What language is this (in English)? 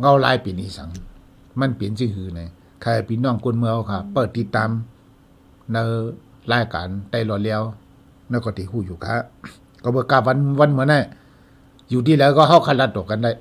Shan